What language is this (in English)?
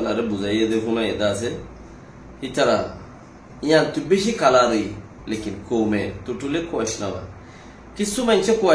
Rohingya